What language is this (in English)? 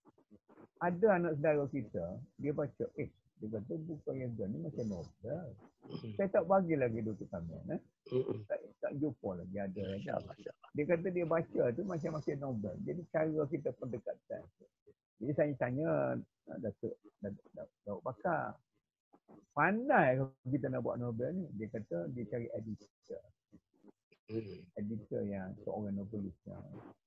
Malay